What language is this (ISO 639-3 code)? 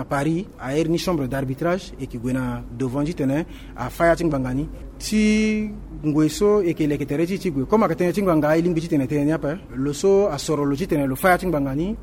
sag